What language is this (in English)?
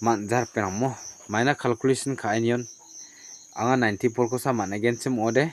Garo